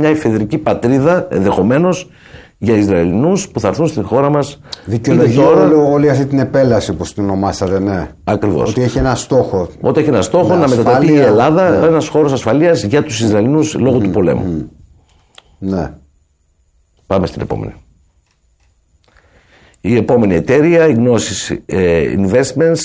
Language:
Greek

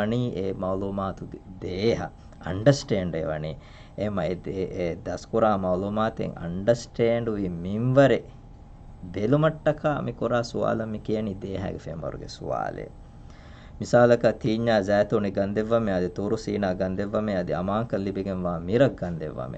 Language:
Divehi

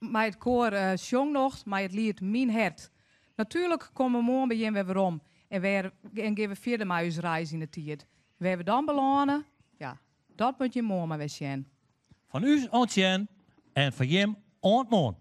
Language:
Western Frisian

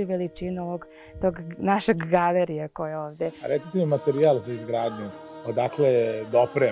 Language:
Serbian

